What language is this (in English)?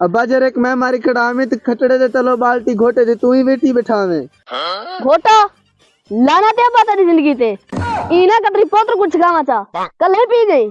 Saraiki